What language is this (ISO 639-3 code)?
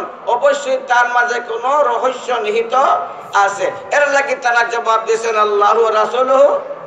syl